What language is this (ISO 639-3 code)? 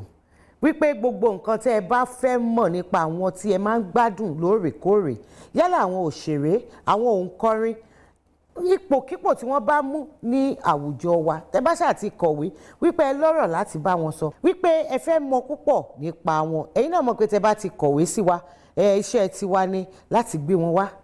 yor